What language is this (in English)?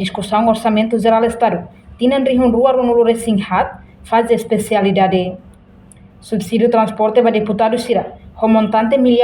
Tetum